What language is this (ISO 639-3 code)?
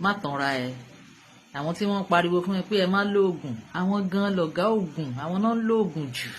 yor